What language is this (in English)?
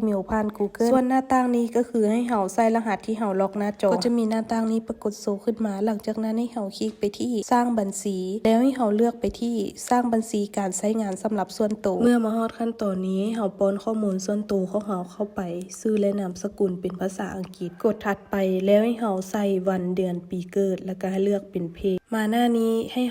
Lao